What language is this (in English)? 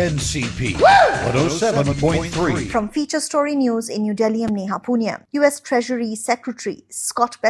English